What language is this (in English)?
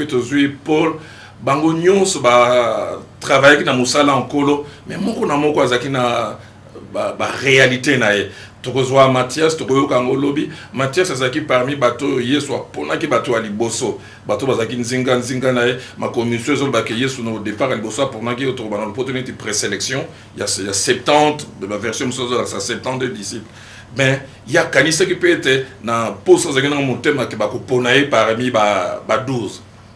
Lingala